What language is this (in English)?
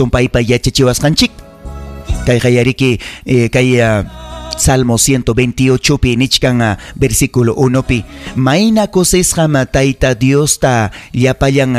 Ayacucho Quechua